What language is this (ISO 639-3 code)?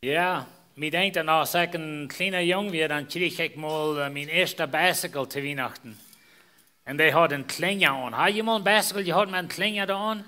pdt